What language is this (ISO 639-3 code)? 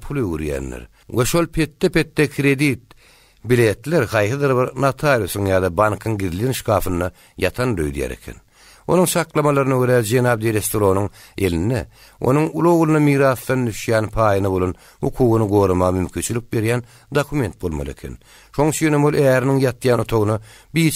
tuk